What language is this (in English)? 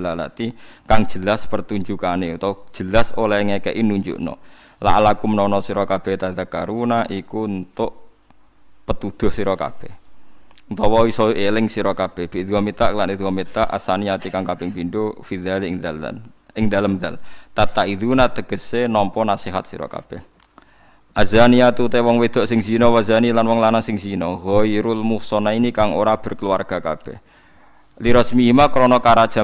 Javanese